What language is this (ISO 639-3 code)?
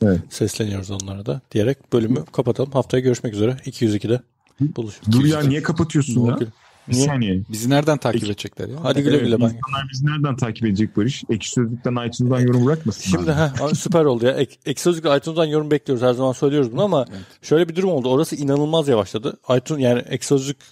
tur